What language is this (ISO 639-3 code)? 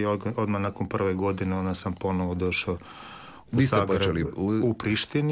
hrv